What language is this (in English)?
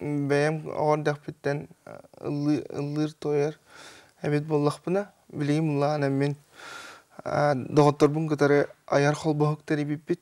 Yakut